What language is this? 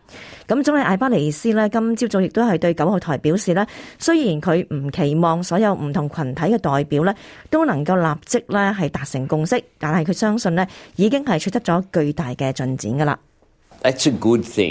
Cantonese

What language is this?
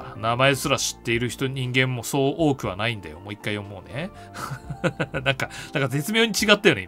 Japanese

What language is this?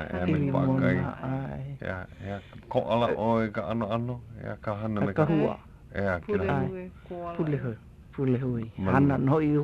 Hawaiian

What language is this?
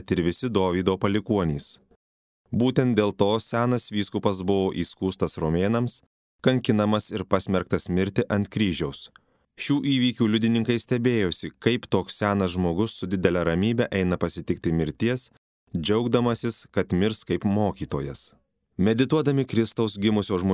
Lithuanian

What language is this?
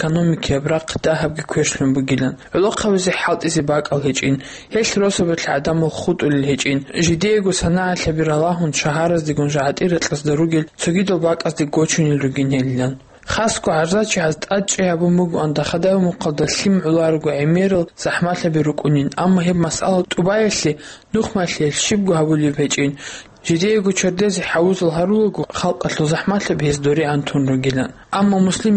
Avaric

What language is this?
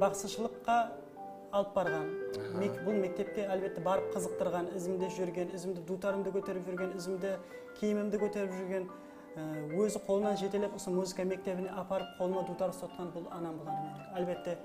Kara-Kalpak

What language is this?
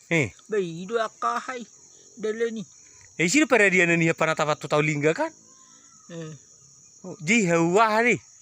Batak Toba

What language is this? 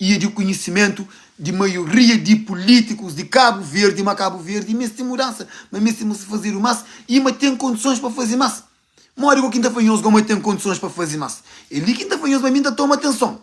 Kabuverdianu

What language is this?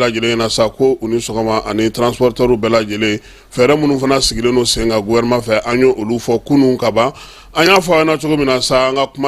Bambara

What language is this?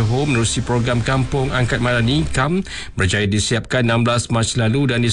Malay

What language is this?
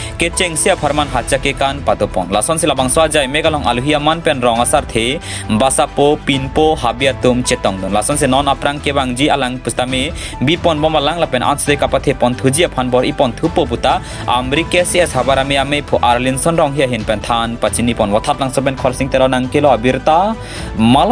Karbi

